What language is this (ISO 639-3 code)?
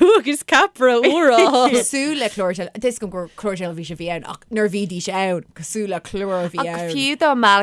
gle